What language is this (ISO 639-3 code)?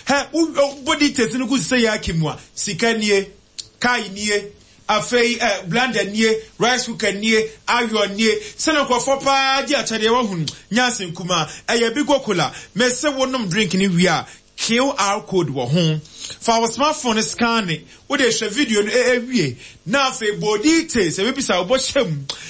aka